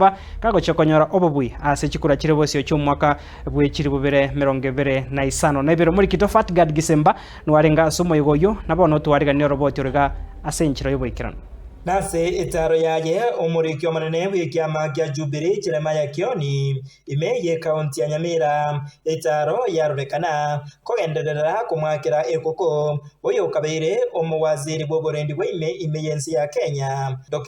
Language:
Gusii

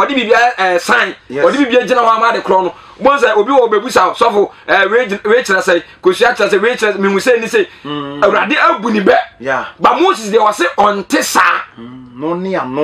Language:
Akan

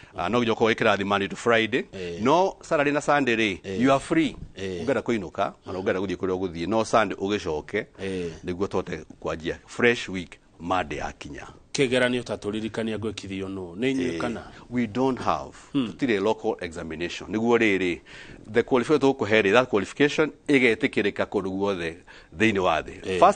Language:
Kikuyu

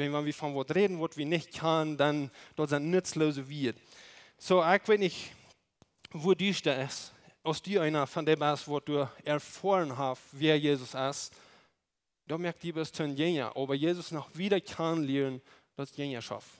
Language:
Plautdietsch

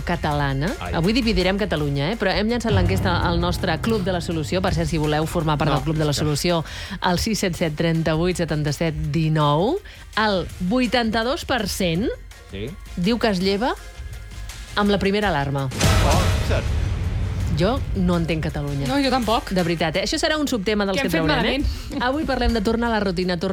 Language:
Catalan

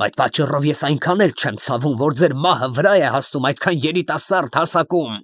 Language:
Armenian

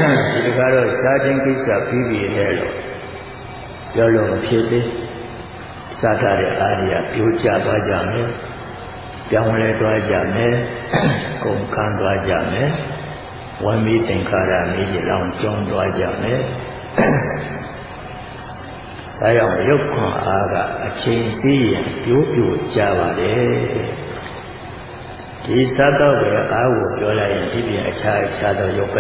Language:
Burmese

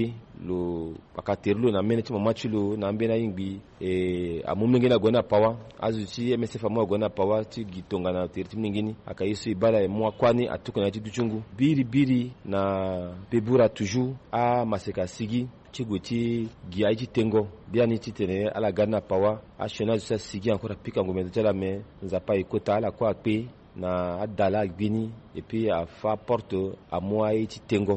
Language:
Sango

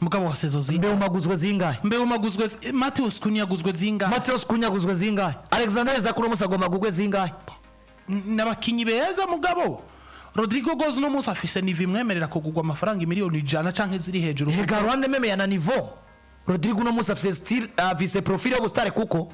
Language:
Rundi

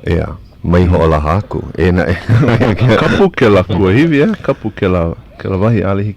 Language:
Hawaiian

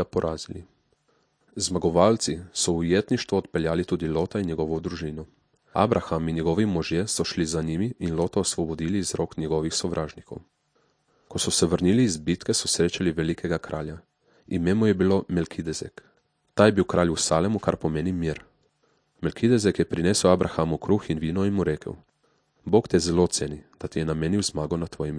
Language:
Slovenian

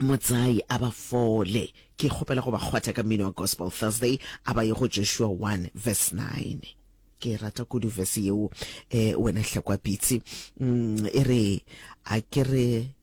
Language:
Northern Sotho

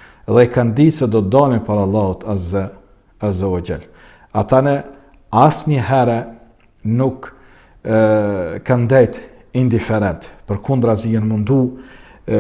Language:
Albanian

